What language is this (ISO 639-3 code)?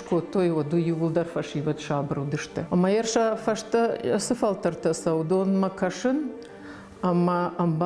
oss